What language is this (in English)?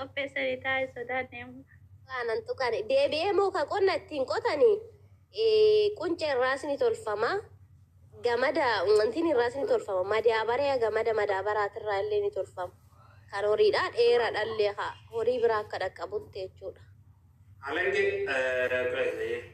Oromo